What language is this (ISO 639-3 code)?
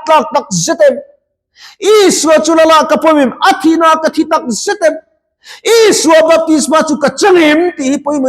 lus